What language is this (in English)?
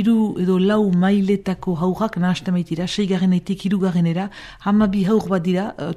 Basque